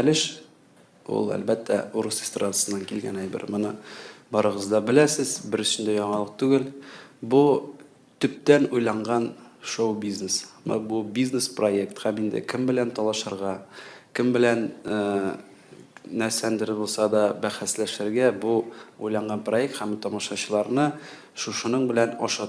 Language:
Tatar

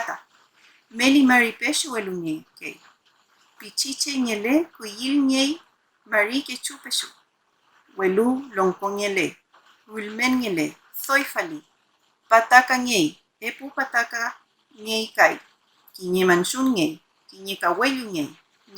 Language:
Mapuche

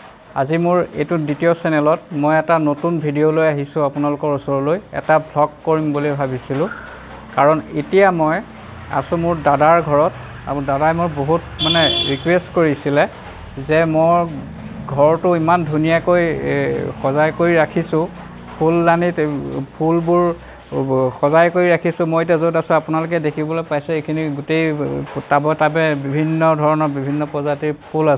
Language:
Assamese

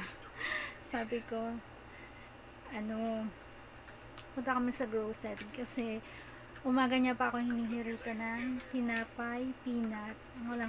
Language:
Filipino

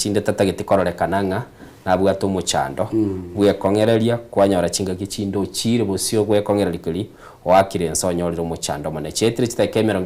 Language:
Gusii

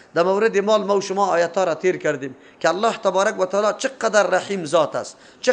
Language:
Persian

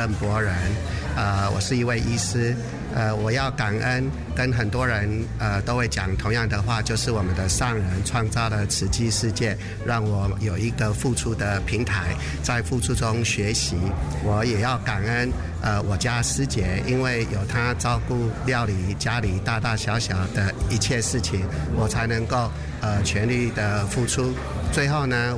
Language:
Chinese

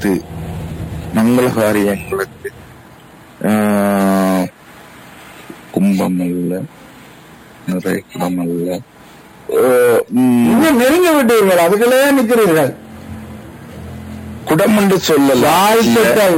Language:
Tamil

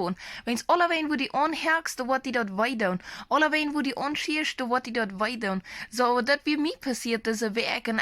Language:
Plautdietsch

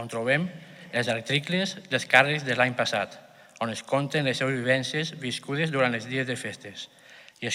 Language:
Catalan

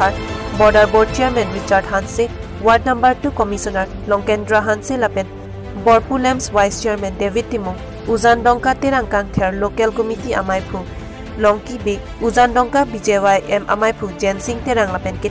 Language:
Karbi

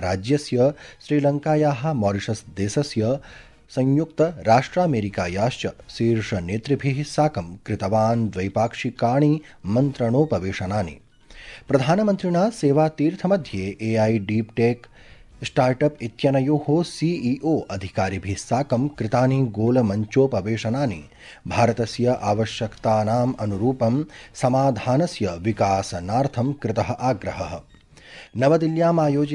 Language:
Sanskrit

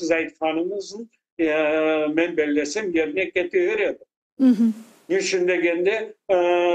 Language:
Crimean Tatar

